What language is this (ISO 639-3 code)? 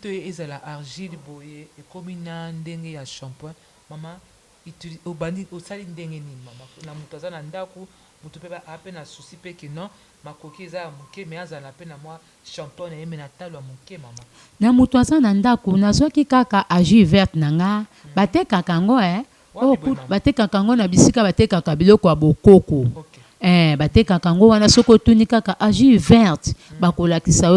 lin